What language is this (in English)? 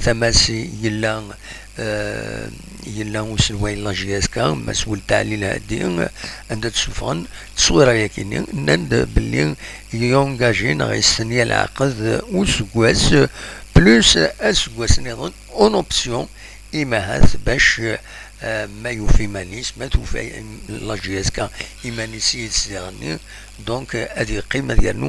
Kabyle